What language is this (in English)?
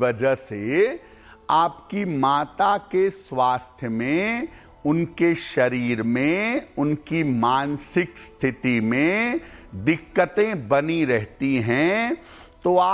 Hindi